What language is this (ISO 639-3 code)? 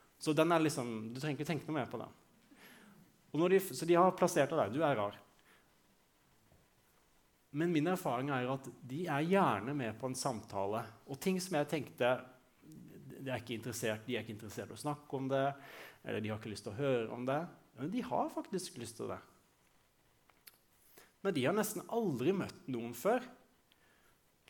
nor